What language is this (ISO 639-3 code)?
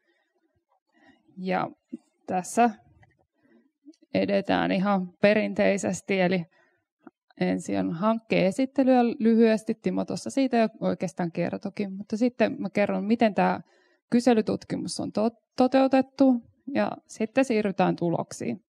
fin